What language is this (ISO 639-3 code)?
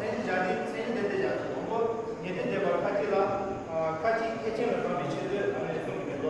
bod